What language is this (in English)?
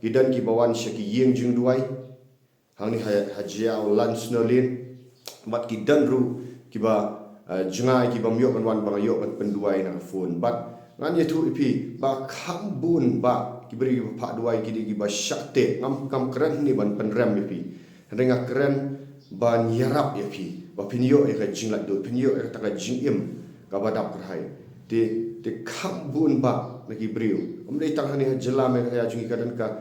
Khasi